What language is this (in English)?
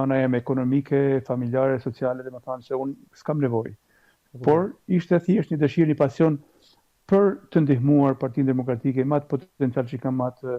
Albanian